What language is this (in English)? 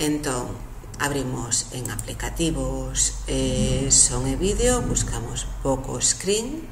Galician